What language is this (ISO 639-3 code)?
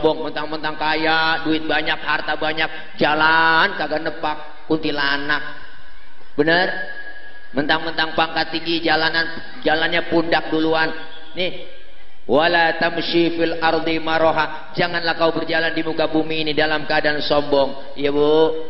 bew